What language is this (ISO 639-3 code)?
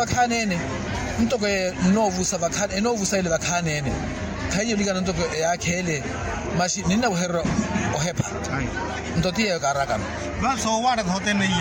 vmw